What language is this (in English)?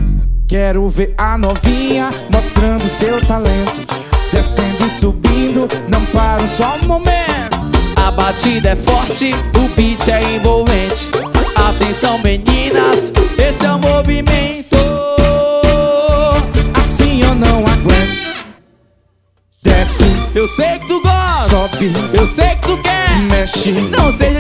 Portuguese